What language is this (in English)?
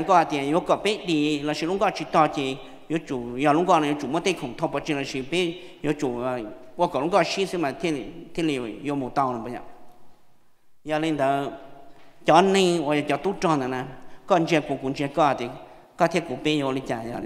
Vietnamese